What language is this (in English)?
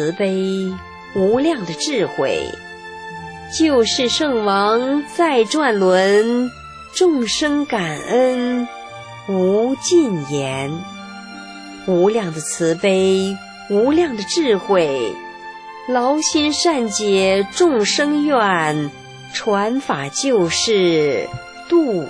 Chinese